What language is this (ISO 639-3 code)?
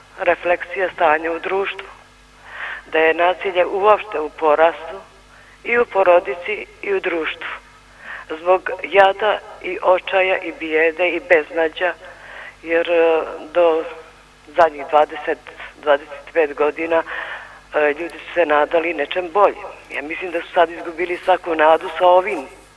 srp